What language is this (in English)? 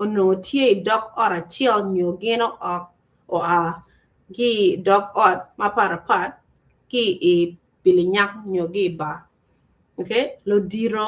Acoli